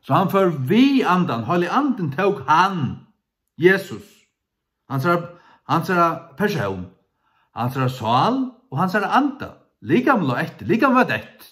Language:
Faroese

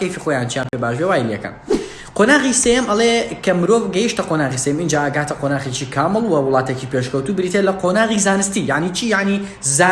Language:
Central Kurdish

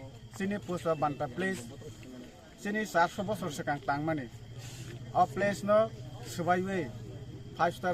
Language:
Kok Borok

